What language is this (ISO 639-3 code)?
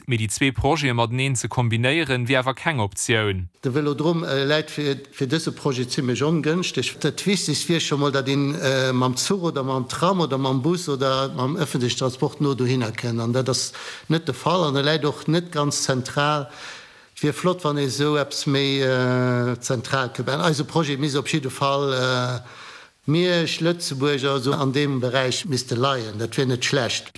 ltz